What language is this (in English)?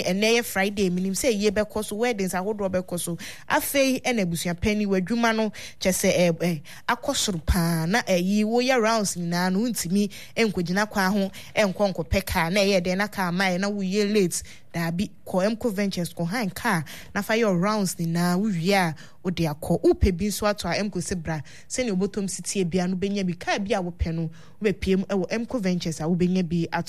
Akan